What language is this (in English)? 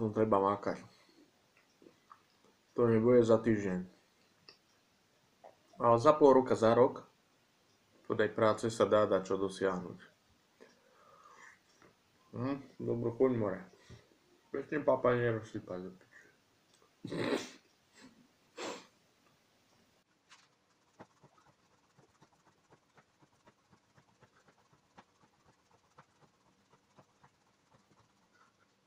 Slovak